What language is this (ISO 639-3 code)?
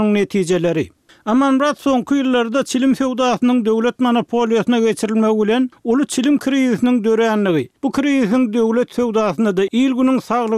tuk